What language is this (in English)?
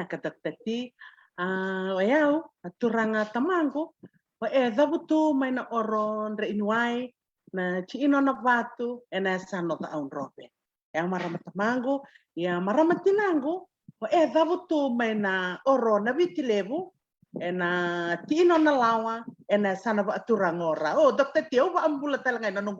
Fijian